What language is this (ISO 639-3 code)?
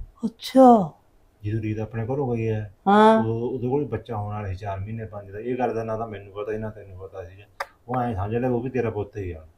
pan